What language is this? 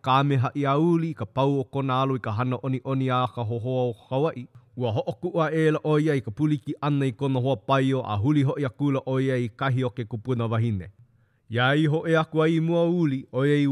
Hawaiian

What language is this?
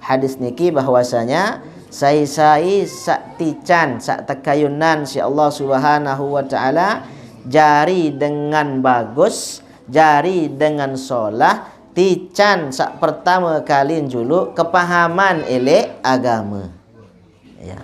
Sasak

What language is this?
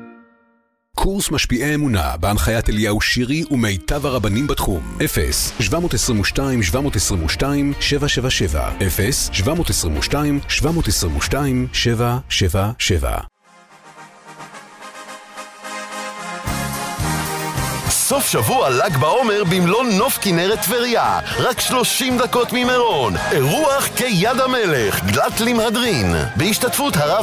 Hebrew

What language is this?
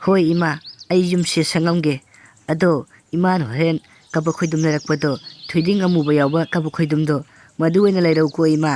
Manipuri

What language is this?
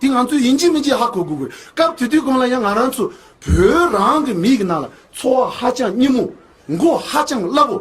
Tibetan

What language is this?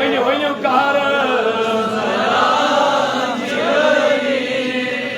Kashmiri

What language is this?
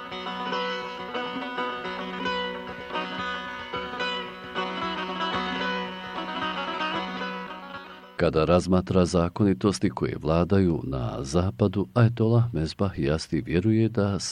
Bosnian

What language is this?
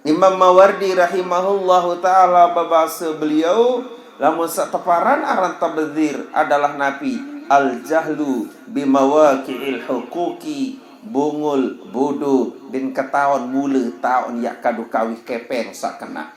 Sasak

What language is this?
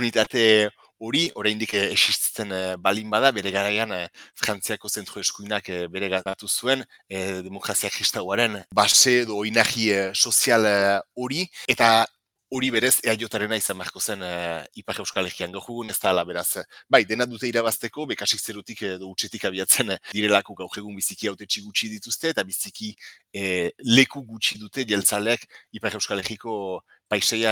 Basque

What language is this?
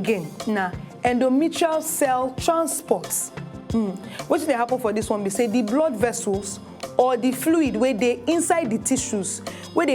Nigerian Pidgin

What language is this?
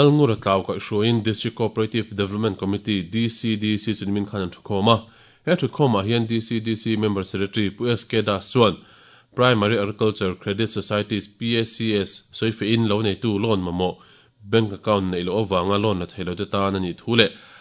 Mizo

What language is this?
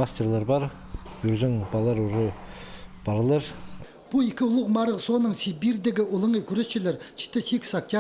Khakas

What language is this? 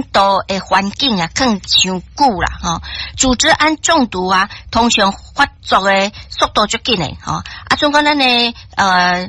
Min Nan Chinese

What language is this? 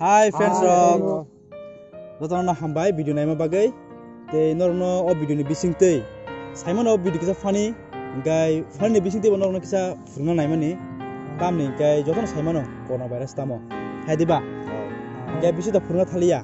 Kok Borok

